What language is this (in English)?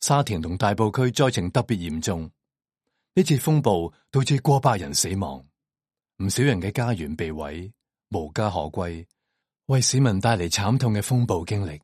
Cantonese